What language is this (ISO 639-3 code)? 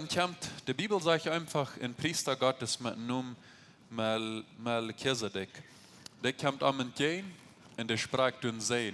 pdt